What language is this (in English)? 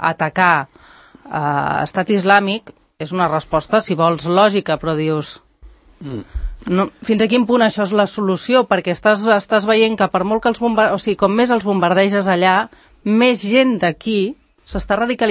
Catalan